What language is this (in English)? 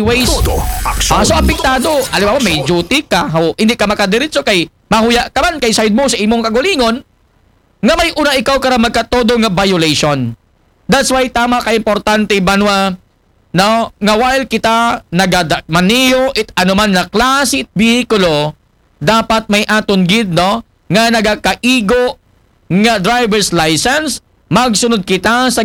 Aklanon